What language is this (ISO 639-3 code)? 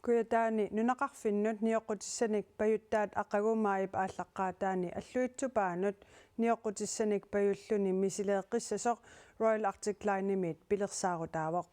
kal